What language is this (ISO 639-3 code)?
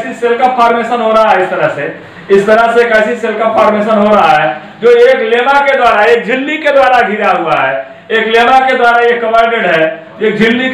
hin